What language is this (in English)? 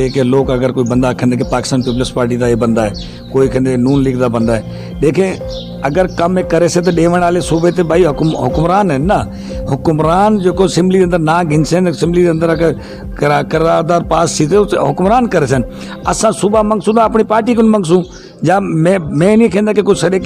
Saraiki